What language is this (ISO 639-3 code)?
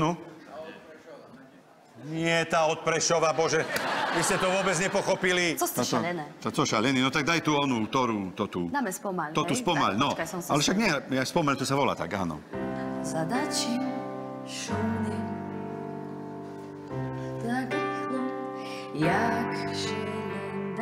slk